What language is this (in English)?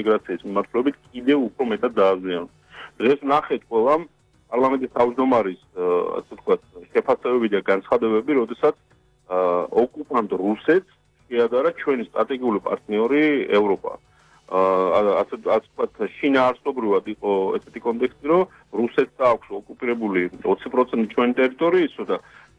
Georgian